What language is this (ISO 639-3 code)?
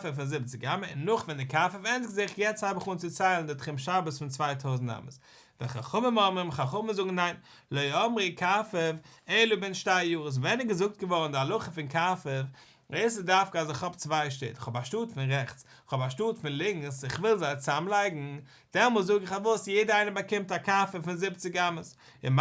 yid